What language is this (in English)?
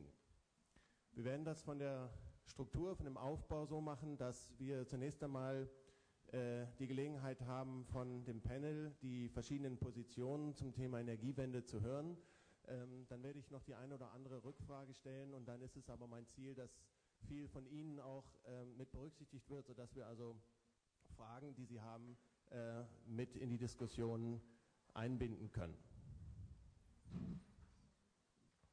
German